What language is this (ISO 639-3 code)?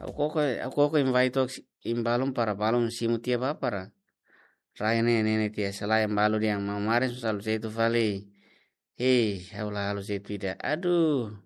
tet